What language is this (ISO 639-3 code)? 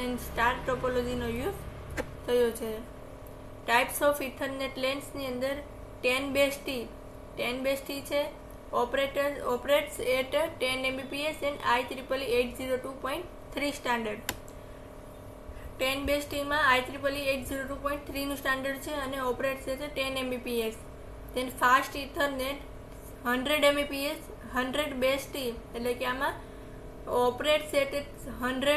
guj